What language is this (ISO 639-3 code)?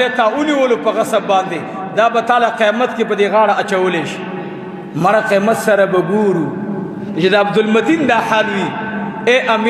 pus